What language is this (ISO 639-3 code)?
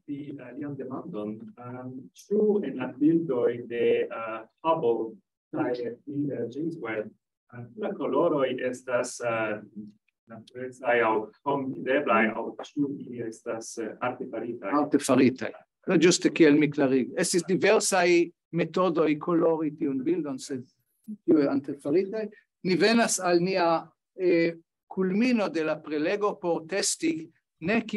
epo